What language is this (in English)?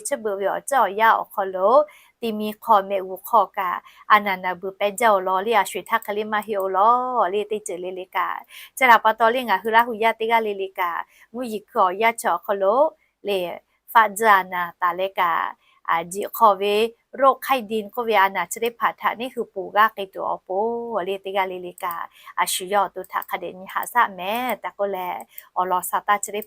Lahu